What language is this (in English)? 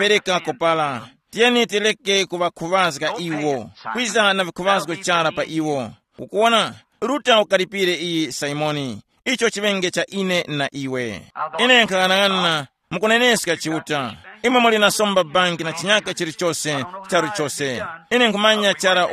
Tumbuka